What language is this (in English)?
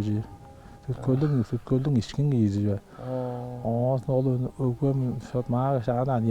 Tuvinian